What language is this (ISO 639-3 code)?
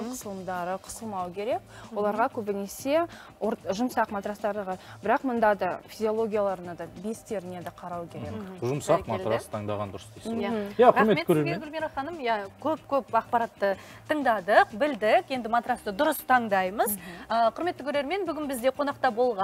kaz